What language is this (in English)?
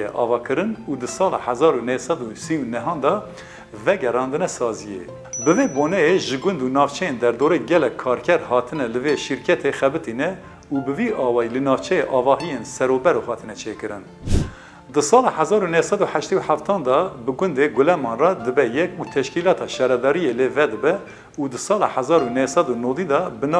Kurdish